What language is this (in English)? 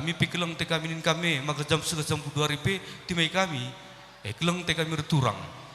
Batak Karo